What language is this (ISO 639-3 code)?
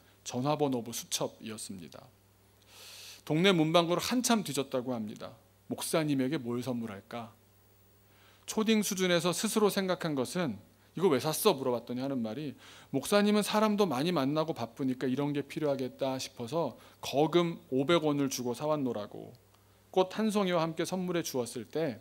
kor